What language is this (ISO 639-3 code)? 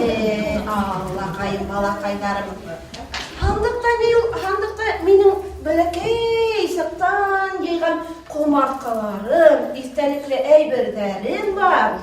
bak